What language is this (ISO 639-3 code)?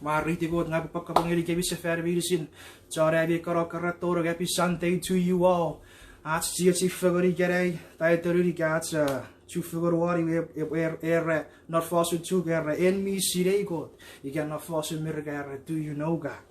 chk